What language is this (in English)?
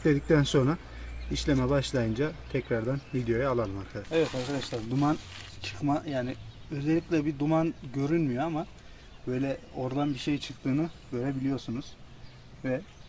Turkish